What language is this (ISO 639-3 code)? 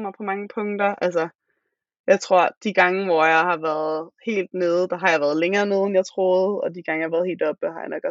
dan